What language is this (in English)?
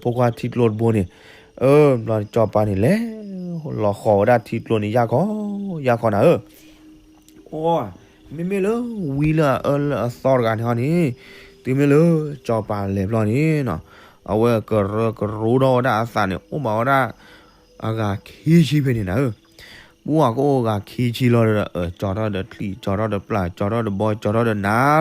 S'gaw Karen